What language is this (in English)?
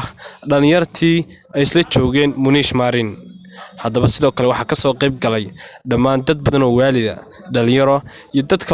Somali